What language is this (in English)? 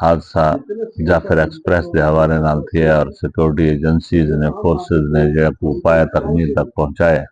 Saraiki